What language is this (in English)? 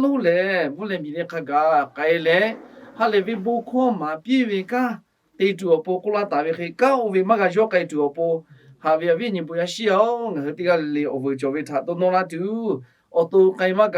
Lahu